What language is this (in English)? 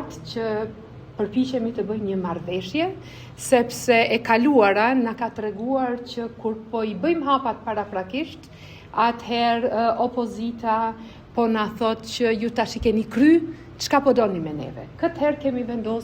Albanian